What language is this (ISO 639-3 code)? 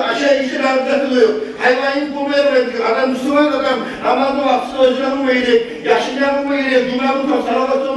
kum